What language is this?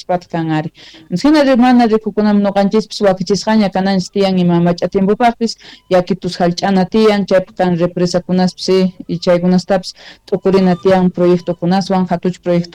South Bolivian Quechua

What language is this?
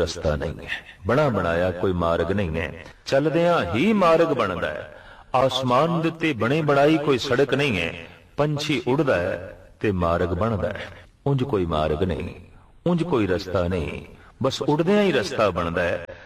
Punjabi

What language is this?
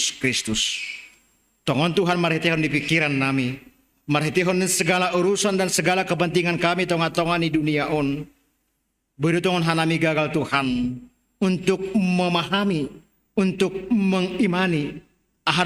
Batak Simalungun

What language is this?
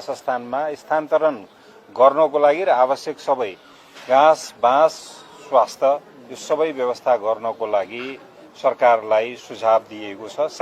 Nepali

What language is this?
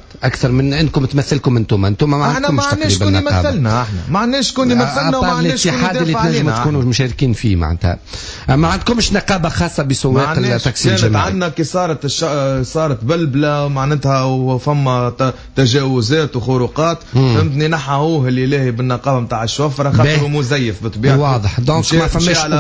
Tunisian Arabic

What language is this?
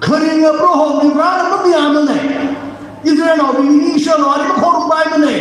Tangkhul Naga (India)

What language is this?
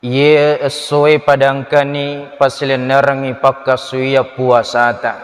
Buginese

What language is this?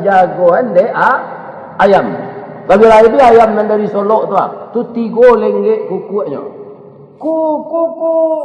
Minangkabau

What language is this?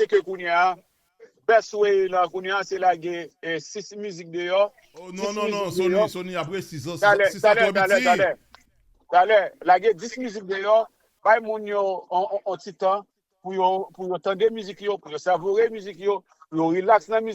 Haitian Creole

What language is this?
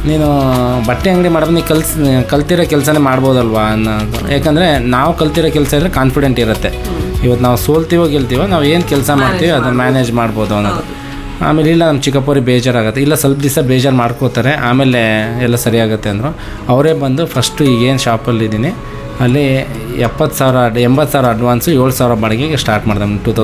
Kannada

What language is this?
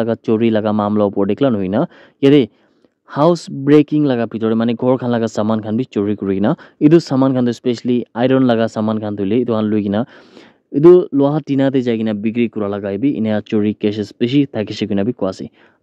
Naga Pidgin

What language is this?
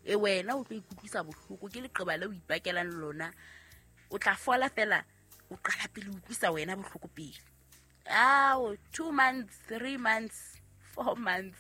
Southern Sotho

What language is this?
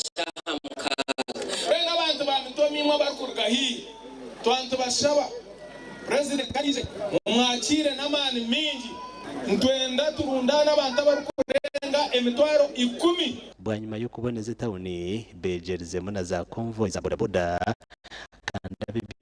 Nyankole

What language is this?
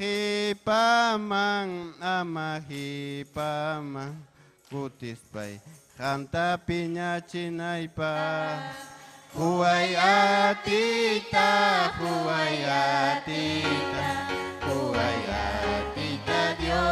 Ayacucho Quechua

